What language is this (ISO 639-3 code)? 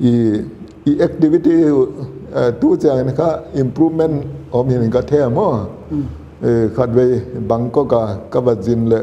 pck